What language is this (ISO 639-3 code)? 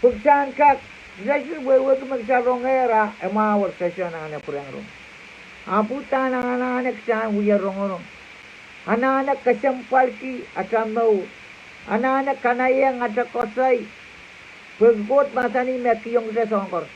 pon